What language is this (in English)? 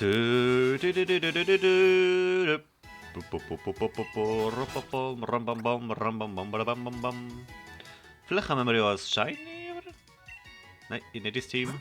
Swiss German